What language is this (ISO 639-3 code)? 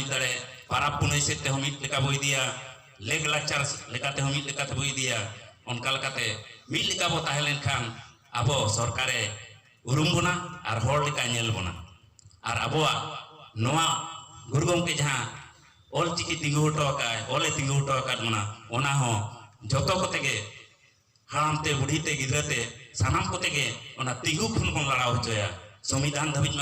sat